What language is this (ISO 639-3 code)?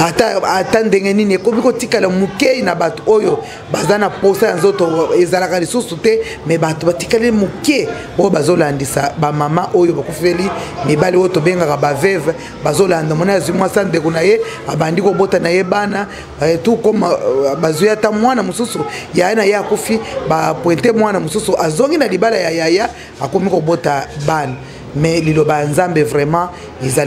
lin